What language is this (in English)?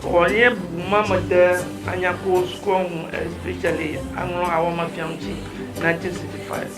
Ewe